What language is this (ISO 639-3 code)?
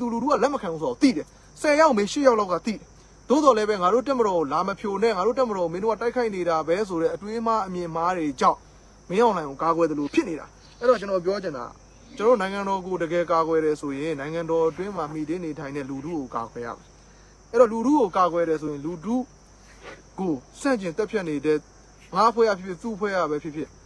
mya